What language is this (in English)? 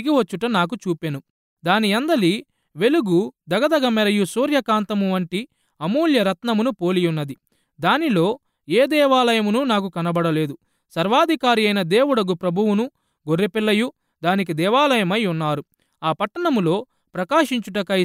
Telugu